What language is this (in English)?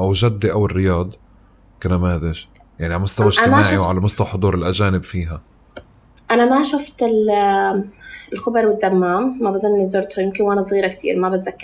North Levantine Arabic